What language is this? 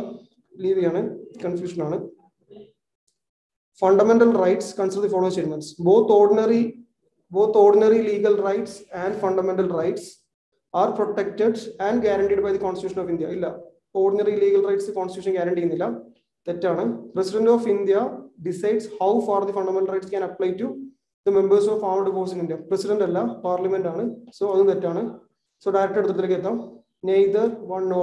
Malayalam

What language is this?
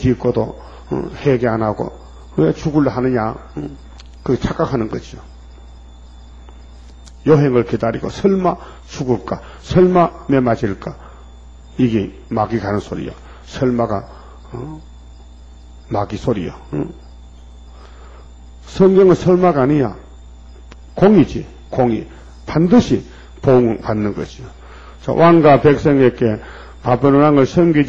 Korean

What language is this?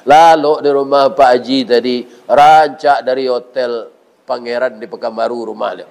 Minangkabau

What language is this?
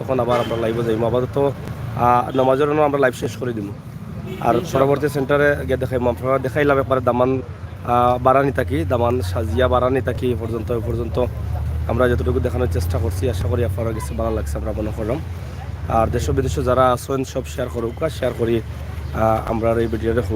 Sylheti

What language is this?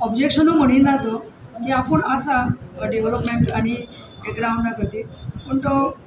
Konkani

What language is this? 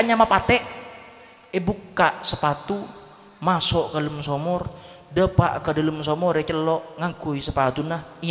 Madurese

